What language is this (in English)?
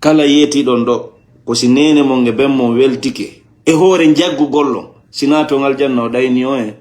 Fula